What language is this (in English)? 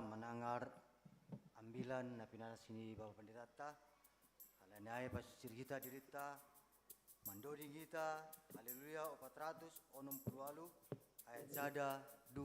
Batak Simalungun